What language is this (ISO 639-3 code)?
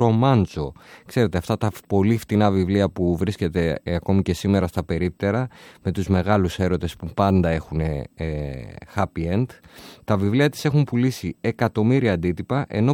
ell